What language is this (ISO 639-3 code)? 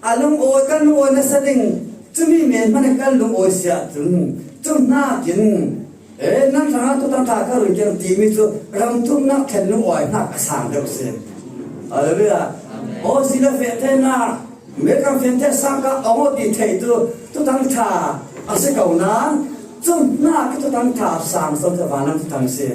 cfm